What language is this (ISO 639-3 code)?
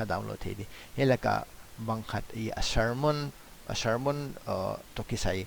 pck